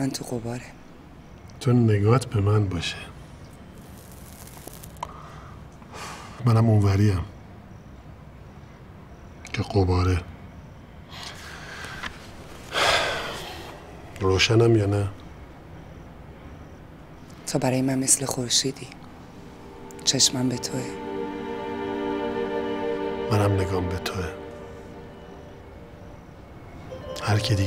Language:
Persian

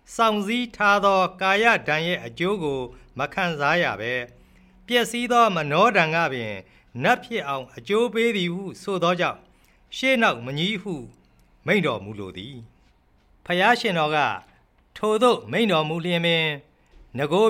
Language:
Burmese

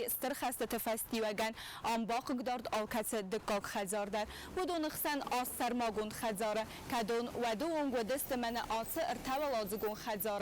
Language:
Ossetic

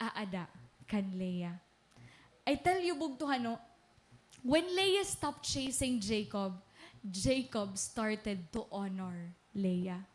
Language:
Waray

